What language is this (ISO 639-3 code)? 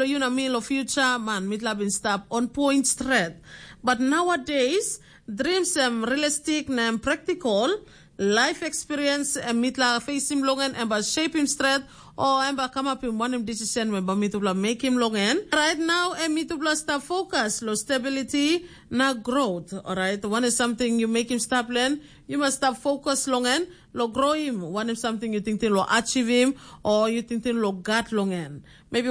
tpi